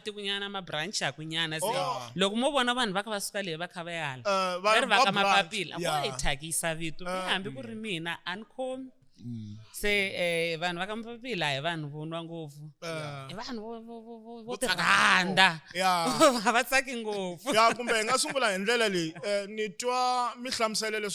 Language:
Tsonga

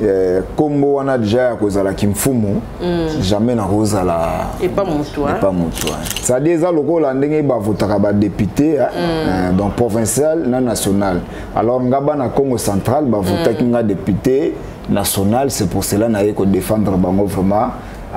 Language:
Lingala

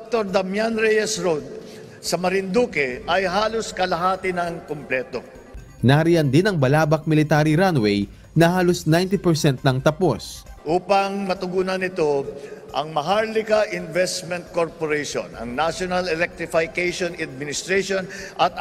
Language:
Filipino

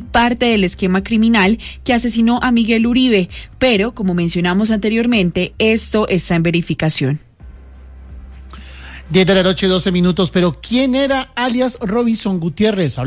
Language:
Spanish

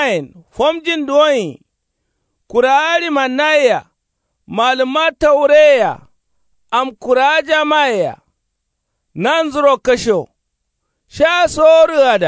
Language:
Kanuri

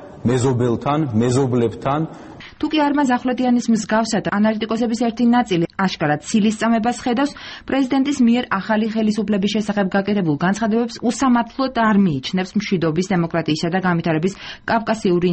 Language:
Georgian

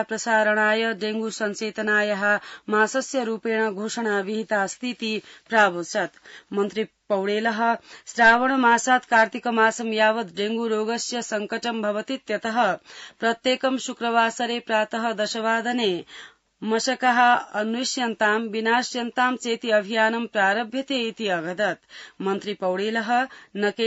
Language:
Sanskrit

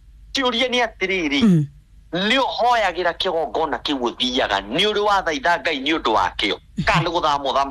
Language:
Kikuyu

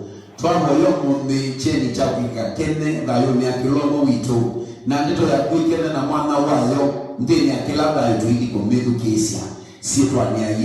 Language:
Kamba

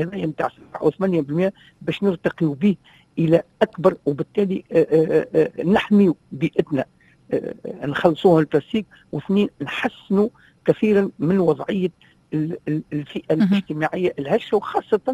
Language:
Tunisian Arabic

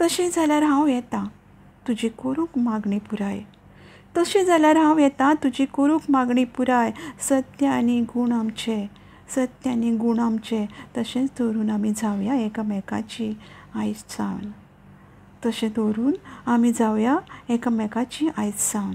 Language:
Konkani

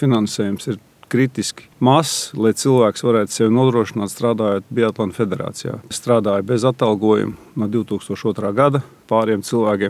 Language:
Latvian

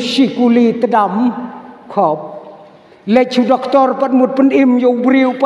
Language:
Khasi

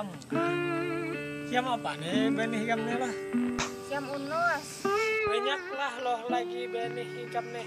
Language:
Banjar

